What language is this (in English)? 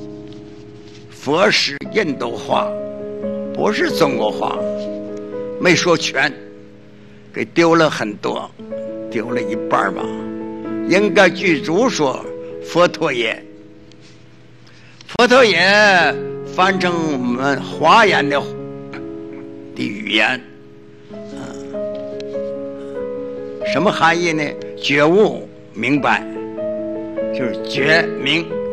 Chinese